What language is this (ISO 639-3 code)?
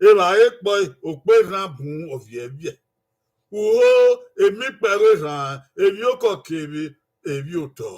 bin